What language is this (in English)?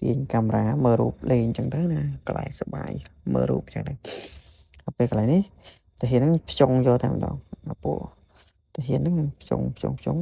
Khmer